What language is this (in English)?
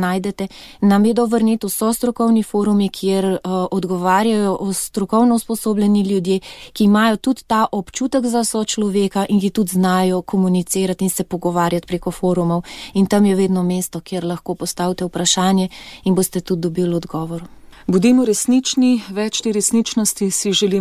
Slovenian